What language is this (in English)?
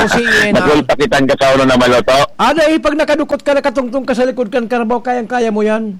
Bikol